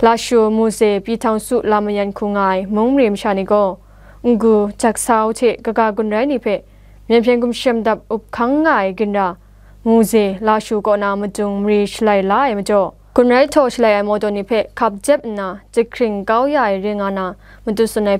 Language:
Kachin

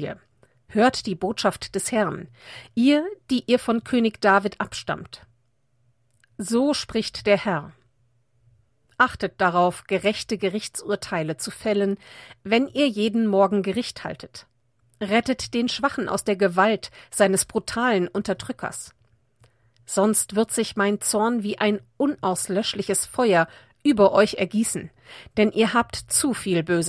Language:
German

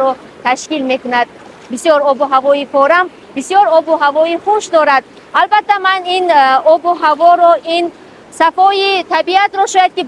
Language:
Tajik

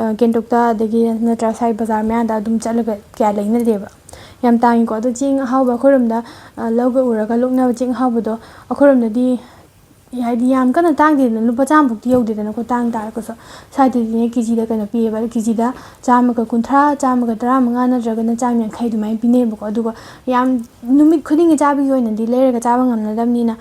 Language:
Manipuri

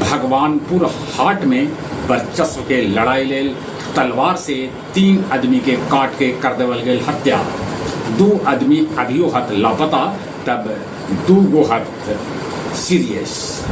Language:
Magahi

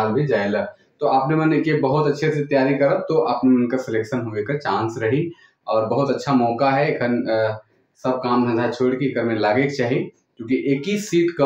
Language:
Sadri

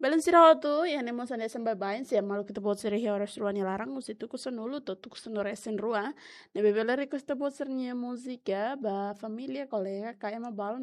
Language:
Tetum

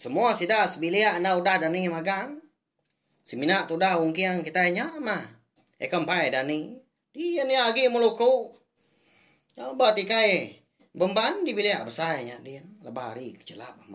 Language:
Iban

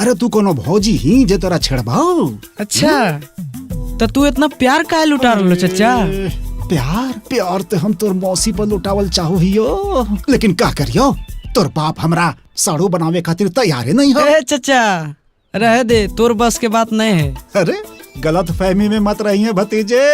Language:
Magahi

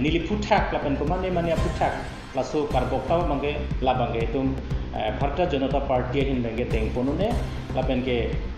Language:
Karbi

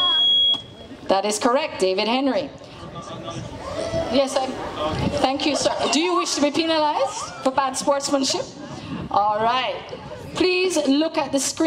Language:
English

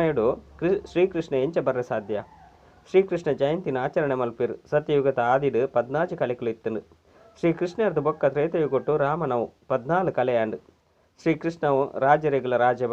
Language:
Tulu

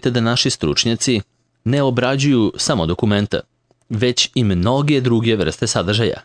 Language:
Serbian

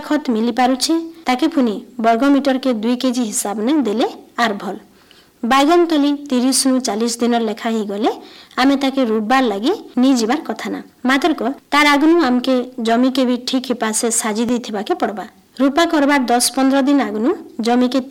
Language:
Odia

